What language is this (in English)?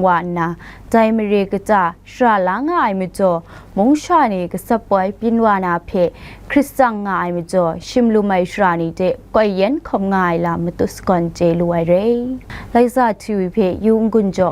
Kachin